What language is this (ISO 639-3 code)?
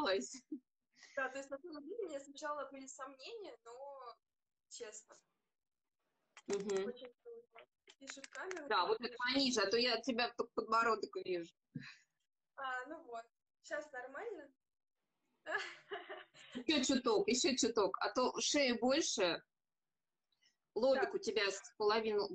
rus